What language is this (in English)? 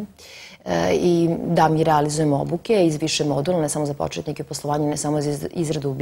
Serbian